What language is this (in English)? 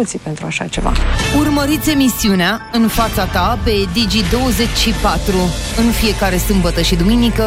Romanian